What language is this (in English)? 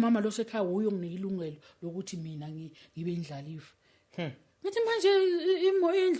Zulu